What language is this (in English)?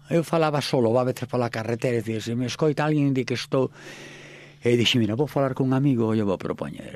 Galician